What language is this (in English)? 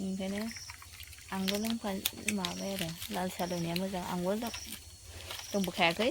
Bodo